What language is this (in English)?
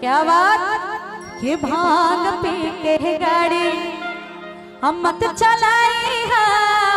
Bhojpuri